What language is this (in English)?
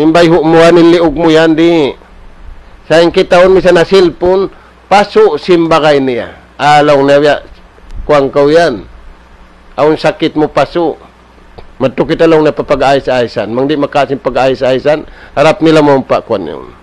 Tausug